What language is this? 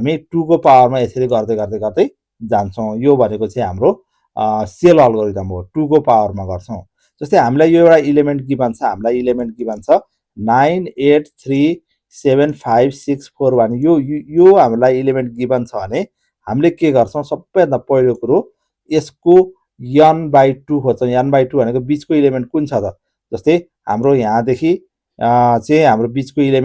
Nepali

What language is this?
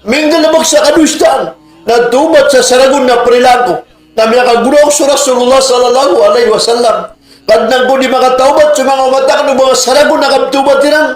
Maranao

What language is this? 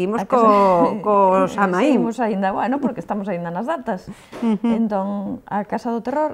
Galician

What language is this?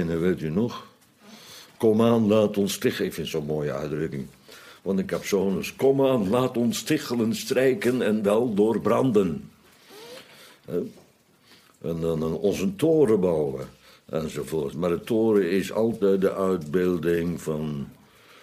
Dutch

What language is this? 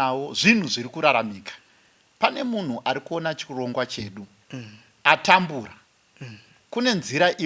Shona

